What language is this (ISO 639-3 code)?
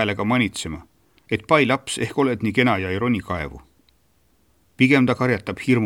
est